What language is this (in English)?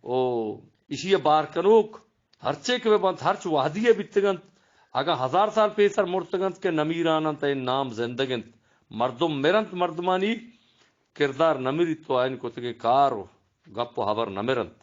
Eastern Balochi